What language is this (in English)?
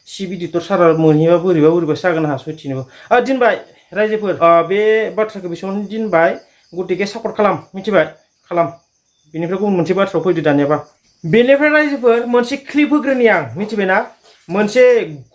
Bodo